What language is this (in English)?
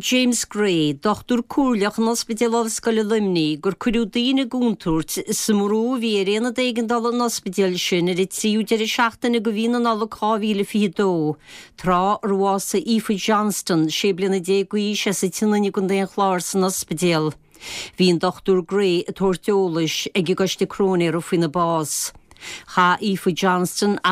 Irish